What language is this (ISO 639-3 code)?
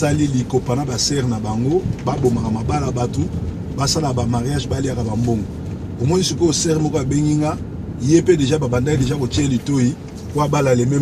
lin